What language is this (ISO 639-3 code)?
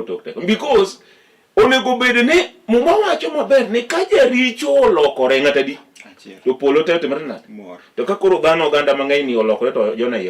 luo